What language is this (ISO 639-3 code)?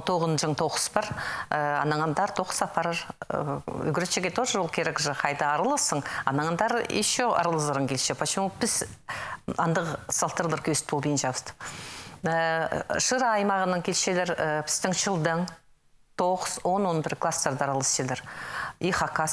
kjh